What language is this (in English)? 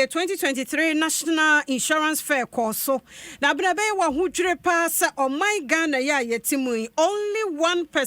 Akan